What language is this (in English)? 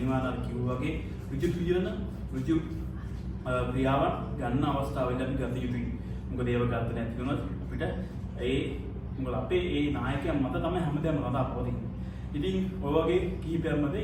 Sinhala